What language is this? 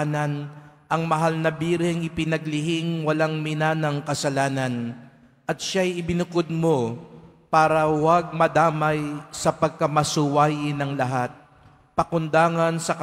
Filipino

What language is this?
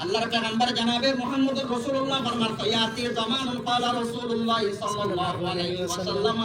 Rohingya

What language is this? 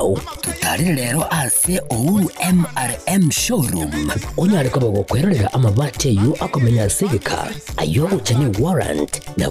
Gusii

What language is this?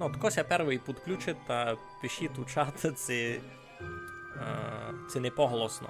Rusyn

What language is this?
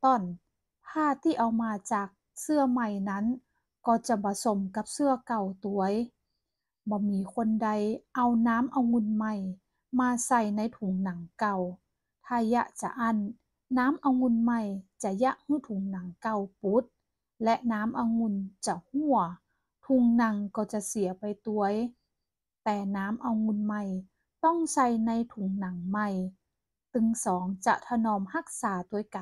Northern Thai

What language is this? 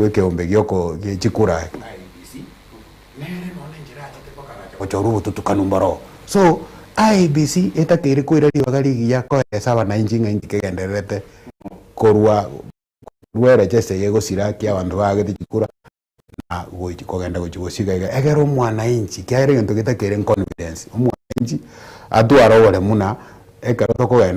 Gusii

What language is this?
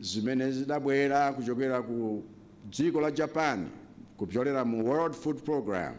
Nyanja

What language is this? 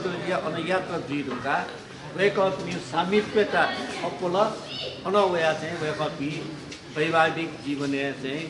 Newari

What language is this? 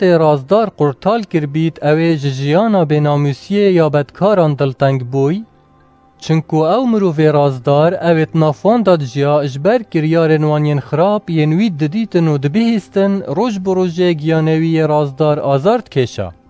Kurdish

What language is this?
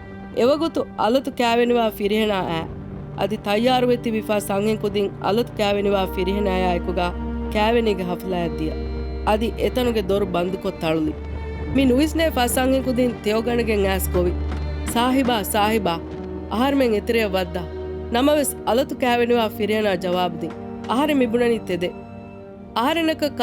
Divehi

